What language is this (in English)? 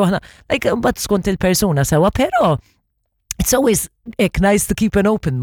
Maltese